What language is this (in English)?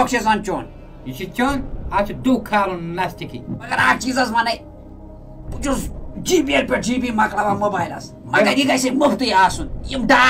Kashmiri